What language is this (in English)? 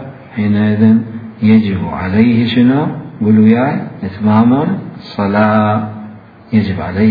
Mesopotamian Arabic